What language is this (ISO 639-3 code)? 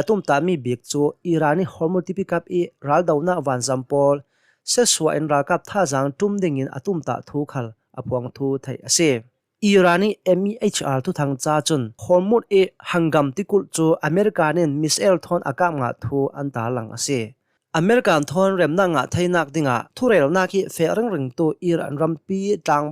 cnh